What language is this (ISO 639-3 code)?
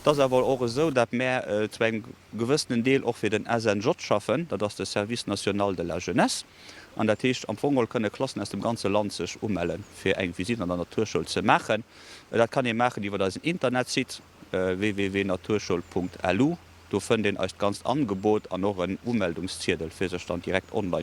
ltz